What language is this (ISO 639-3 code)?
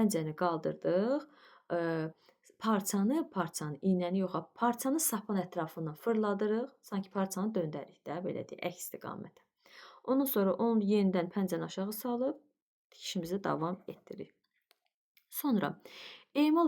aze